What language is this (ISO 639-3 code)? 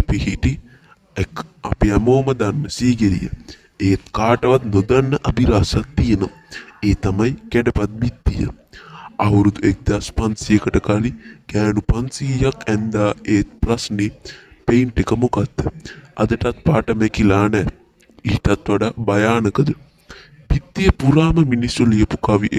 sin